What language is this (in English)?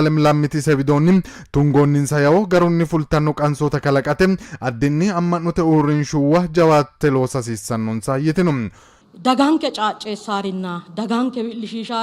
Sidamo